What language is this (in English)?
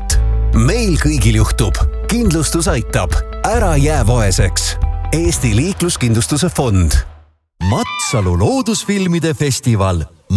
Estonian